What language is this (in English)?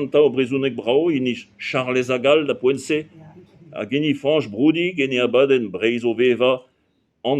Breton